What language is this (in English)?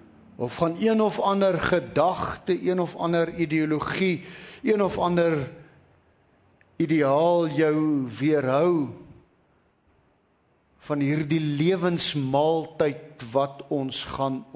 Afrikaans